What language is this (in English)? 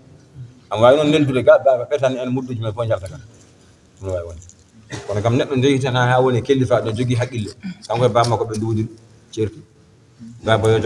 Fula